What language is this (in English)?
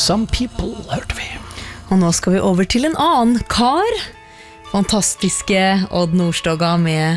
Norwegian